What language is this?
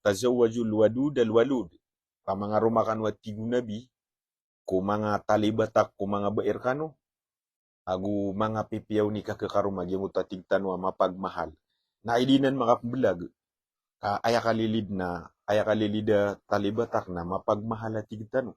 Maranao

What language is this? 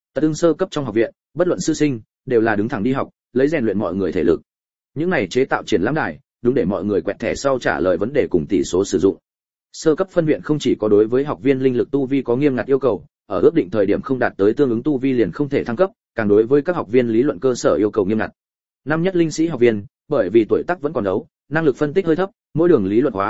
Vietnamese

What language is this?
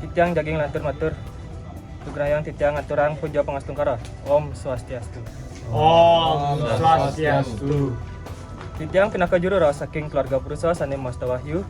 Balinese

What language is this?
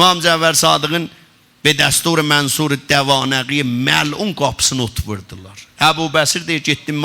South Azerbaijani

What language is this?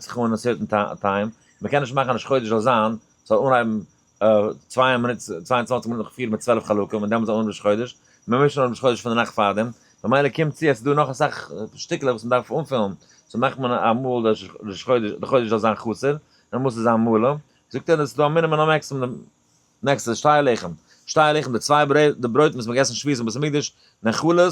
Yiddish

